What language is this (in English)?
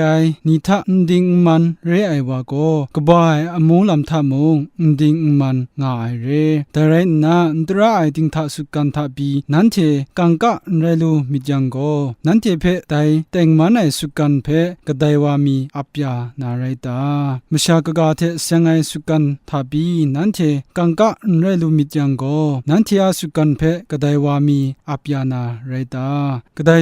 Kachin